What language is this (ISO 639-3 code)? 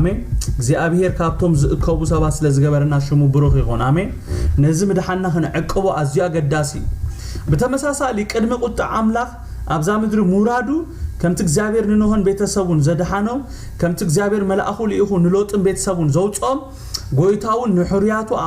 tir